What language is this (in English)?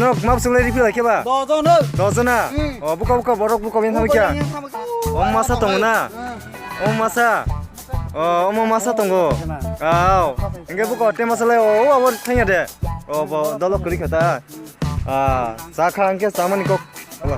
Kok Borok